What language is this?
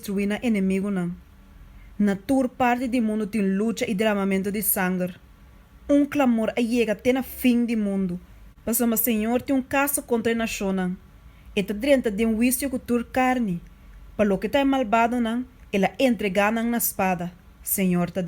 Papiamento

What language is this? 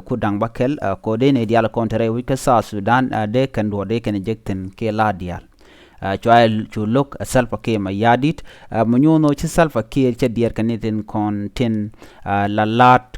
Nuer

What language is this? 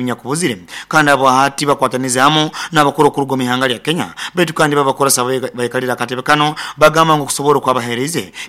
Nyoro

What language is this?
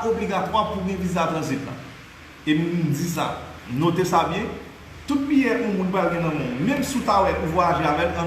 Haitian Creole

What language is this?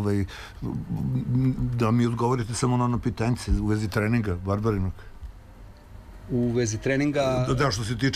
Serbian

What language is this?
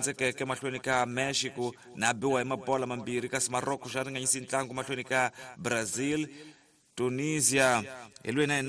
Tsonga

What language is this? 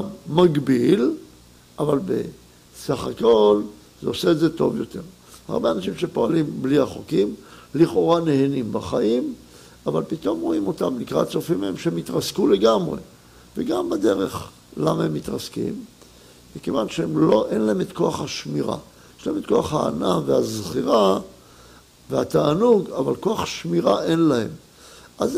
Hebrew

